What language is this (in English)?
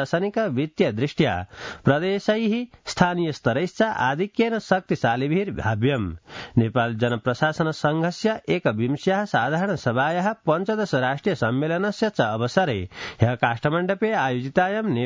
Sanskrit